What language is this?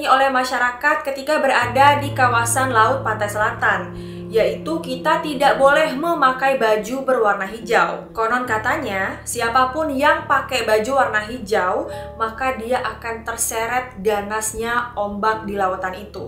Indonesian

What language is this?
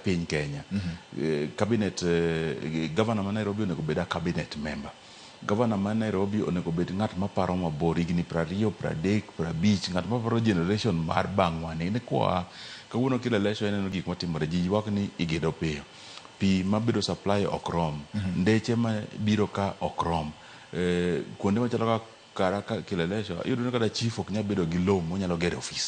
Luo (Kenya and Tanzania)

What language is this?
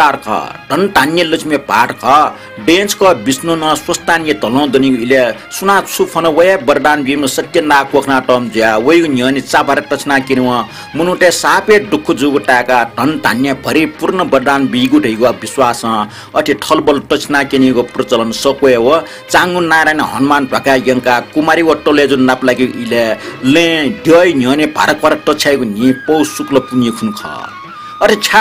Newari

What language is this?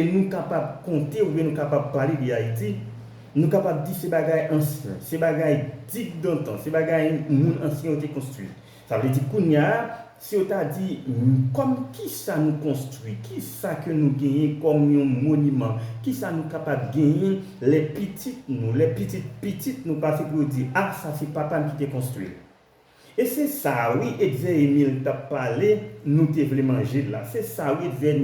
Haitian Creole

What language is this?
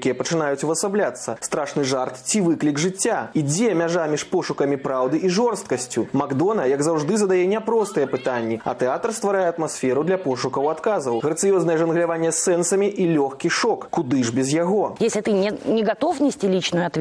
Belarusian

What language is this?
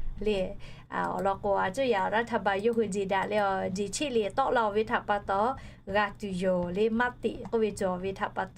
Lahu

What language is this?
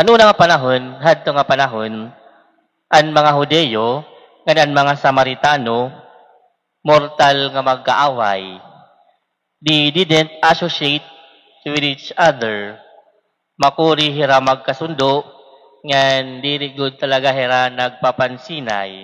Waray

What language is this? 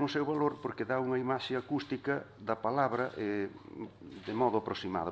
Galician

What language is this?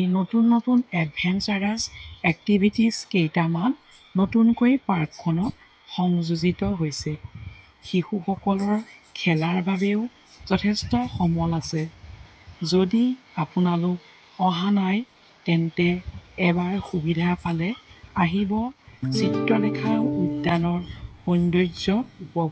Assamese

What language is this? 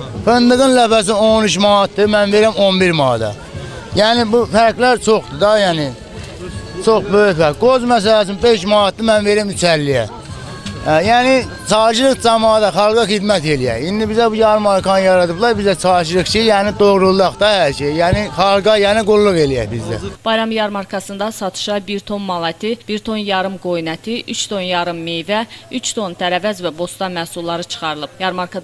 Azerbaijani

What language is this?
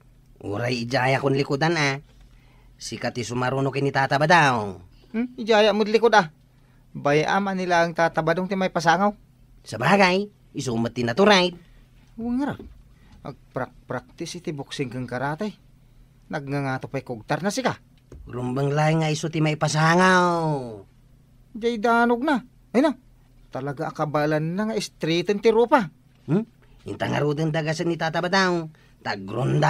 Iloko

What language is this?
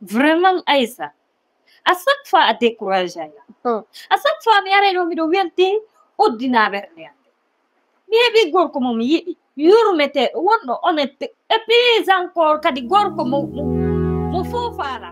Fula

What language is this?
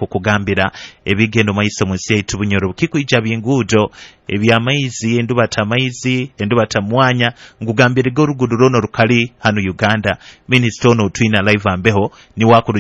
Nyoro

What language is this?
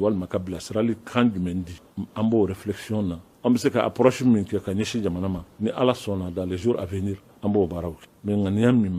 Bambara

